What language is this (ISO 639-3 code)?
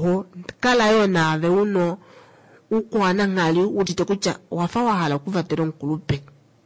kua